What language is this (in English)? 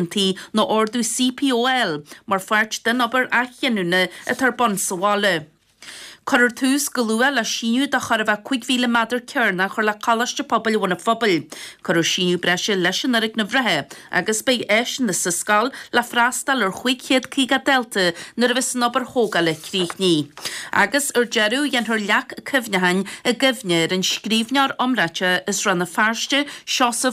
Irish